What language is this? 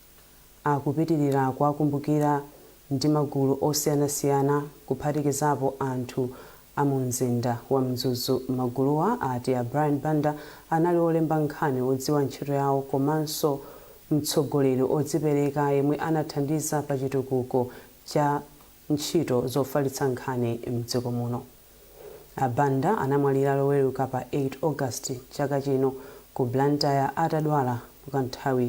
Nyanja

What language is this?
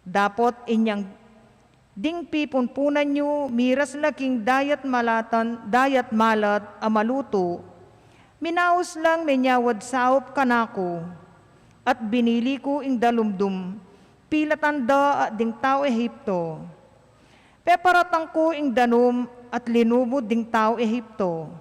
Pampanga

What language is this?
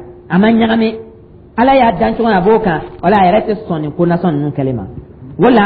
Dyula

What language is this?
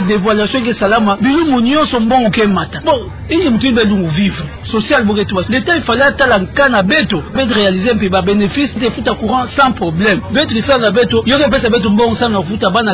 Kituba (Democratic Republic of Congo)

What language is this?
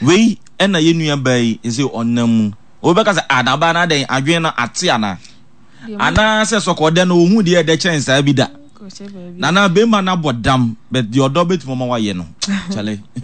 Akan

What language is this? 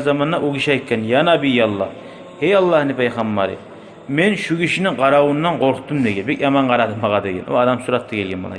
Kumyk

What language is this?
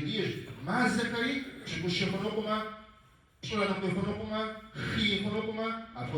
Kabardian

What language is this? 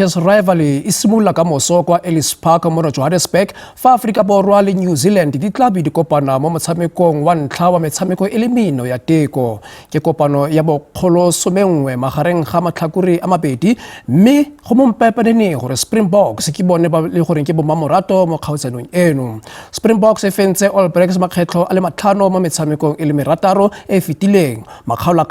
Tswana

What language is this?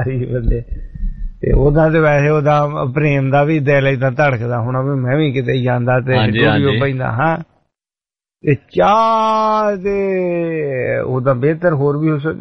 Punjabi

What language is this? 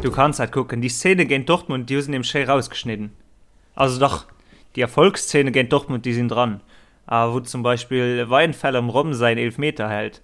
Luxembourgish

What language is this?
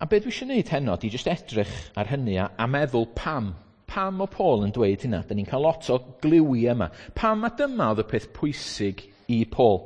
Welsh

